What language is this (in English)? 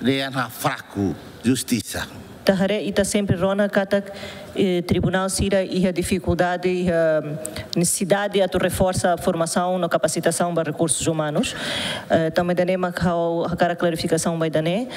Tetum